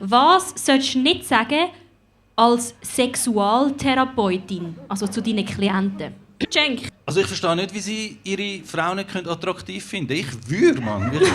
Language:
Swiss German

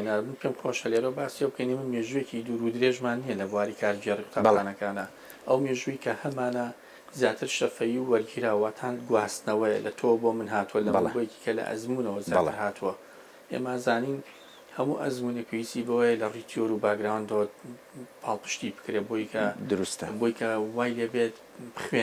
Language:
Central Kurdish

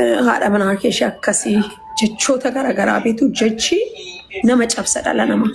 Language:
Oromo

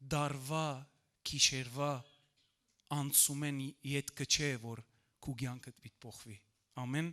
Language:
Western Armenian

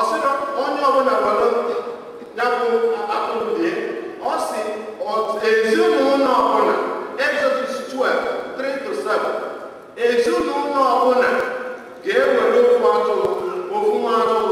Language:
Igbo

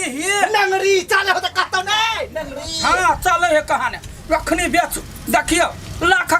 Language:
Maithili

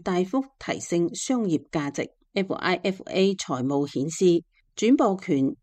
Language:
Cantonese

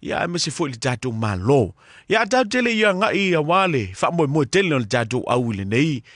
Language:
Samoan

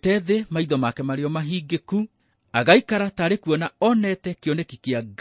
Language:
Kikuyu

